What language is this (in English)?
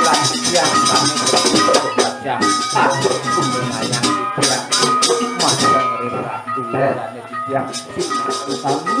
Balinese